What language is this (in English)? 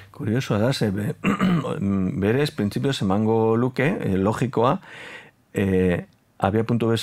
Basque